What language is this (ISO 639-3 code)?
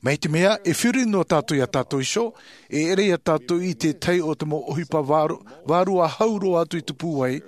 tah